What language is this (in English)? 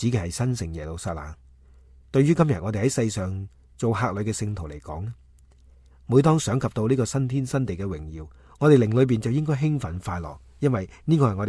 Cantonese